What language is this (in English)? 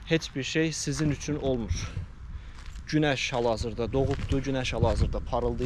Azerbaijani